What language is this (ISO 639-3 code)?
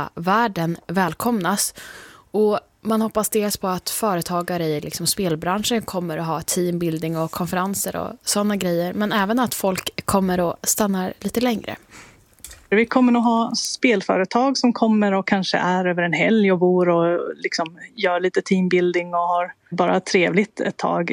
swe